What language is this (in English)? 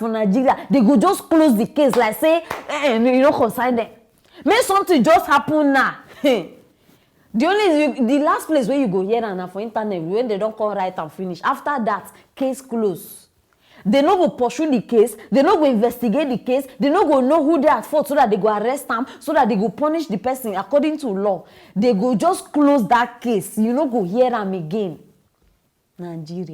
Nigerian Pidgin